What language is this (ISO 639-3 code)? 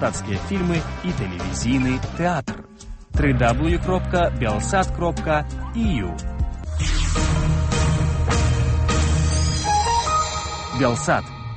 bel